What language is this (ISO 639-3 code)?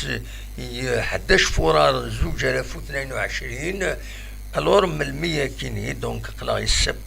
kab